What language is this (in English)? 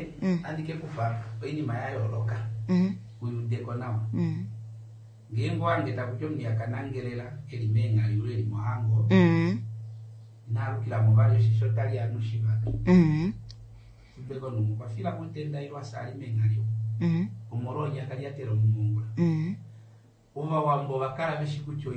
Kuanyama